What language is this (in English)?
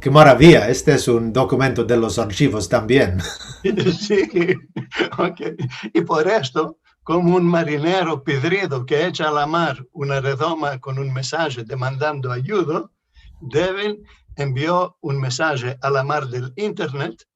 Ladino